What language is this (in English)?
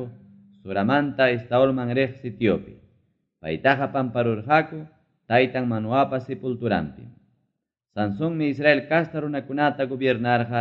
Ayacucho Quechua